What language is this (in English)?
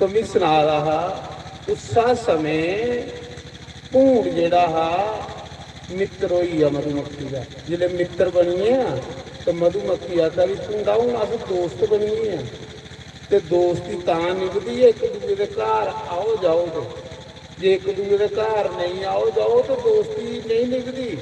Dogri